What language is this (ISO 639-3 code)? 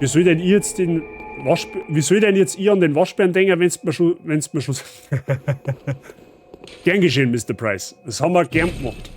bar